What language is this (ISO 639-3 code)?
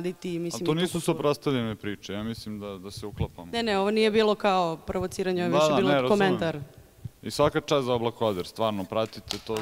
srp